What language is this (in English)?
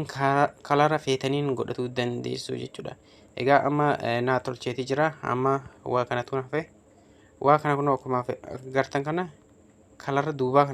Oromo